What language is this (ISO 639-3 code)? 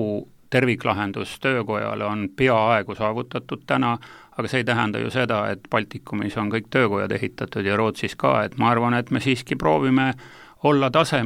est